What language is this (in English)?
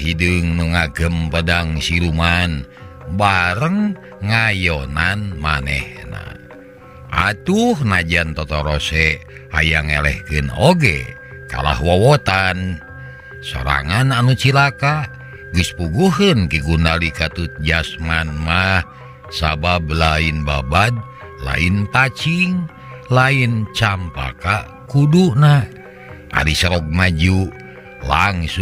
Sundanese